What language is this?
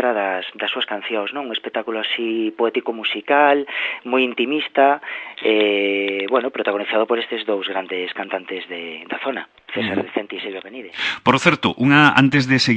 Galician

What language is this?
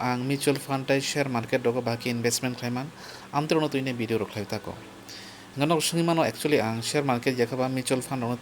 Kok Borok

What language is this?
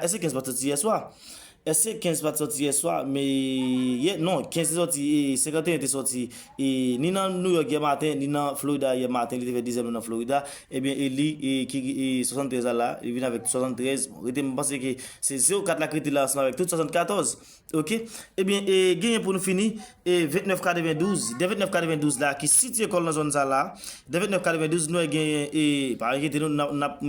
Haitian Creole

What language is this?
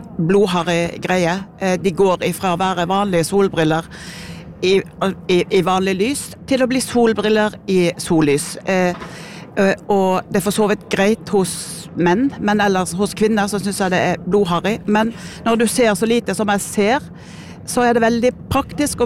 Norwegian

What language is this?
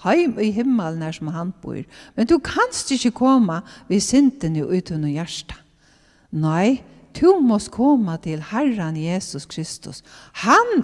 Faroese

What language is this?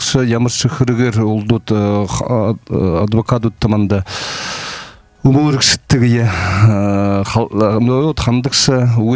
Buriat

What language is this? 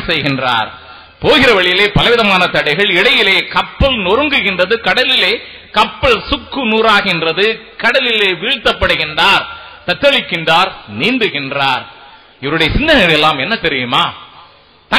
Tamil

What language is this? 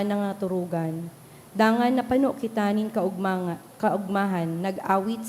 Bikol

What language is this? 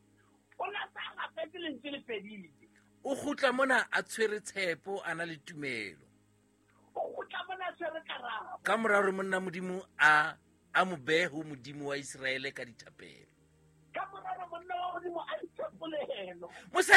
Southern Sotho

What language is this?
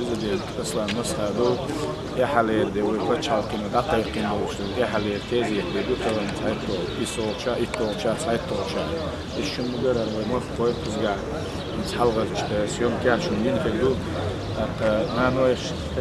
Chechen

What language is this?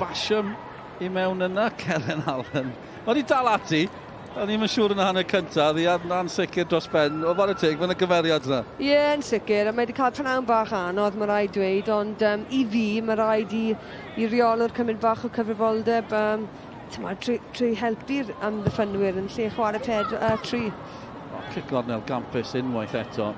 Welsh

